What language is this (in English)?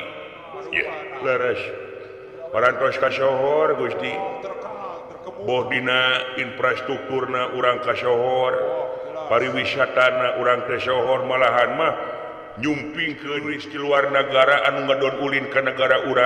Sundanese